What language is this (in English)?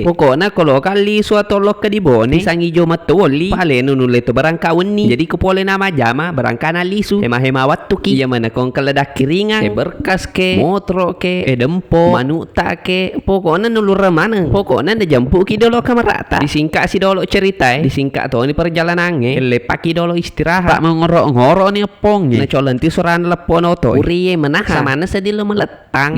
Buginese